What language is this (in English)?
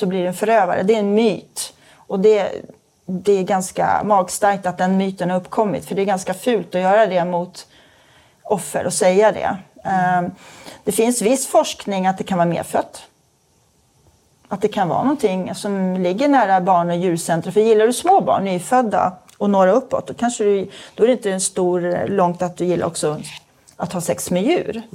Swedish